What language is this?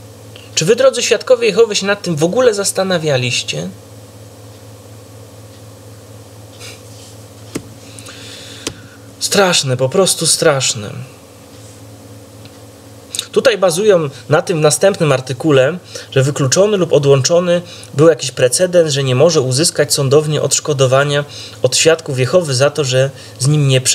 Polish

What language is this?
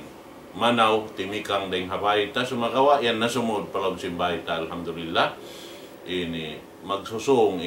Tausug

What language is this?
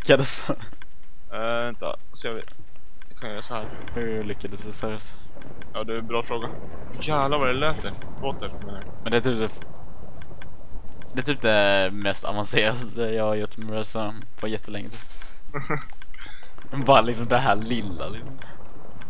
Swedish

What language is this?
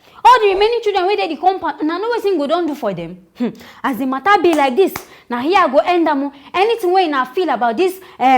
Nigerian Pidgin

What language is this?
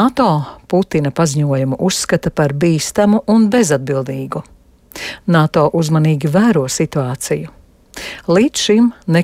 Latvian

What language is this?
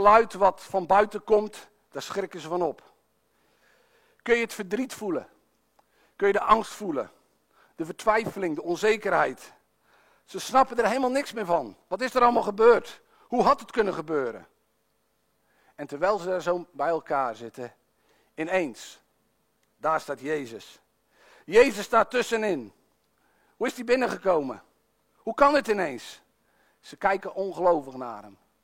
Dutch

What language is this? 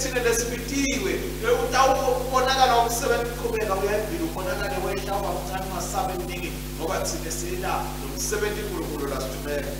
Swati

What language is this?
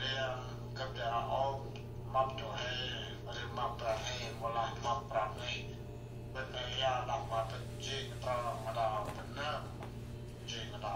Central Mnong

